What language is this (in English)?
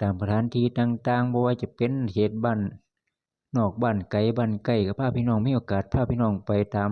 Lao